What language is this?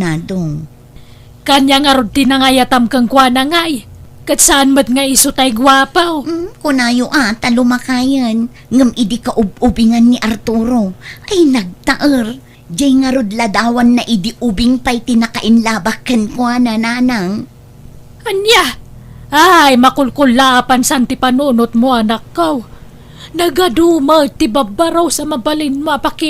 Iloko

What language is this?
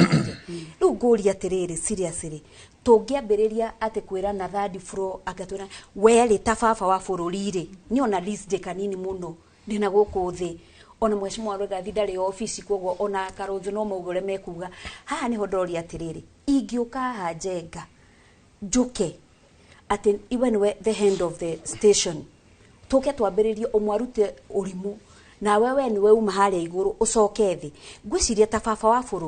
Kikuyu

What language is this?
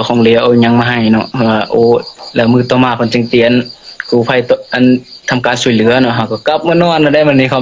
Lao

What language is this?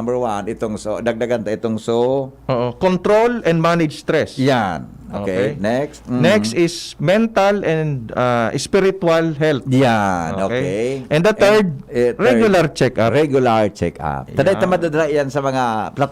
Bikol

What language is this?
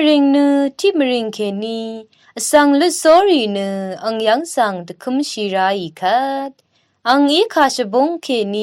Rawang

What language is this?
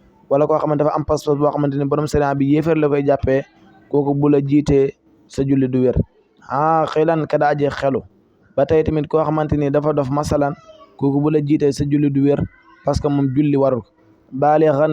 Wolof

